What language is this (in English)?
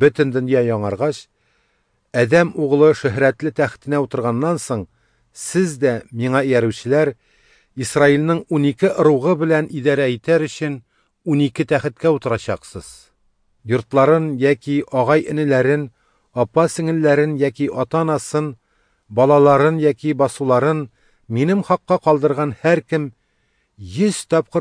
Tatar